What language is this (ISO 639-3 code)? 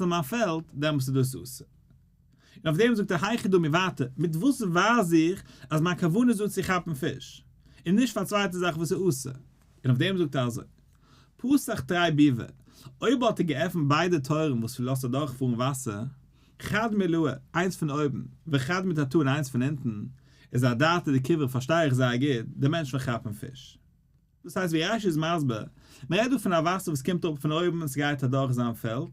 yid